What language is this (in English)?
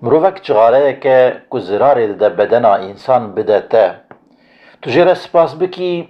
Kurdish